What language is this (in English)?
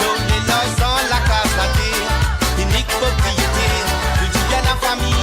Morisyen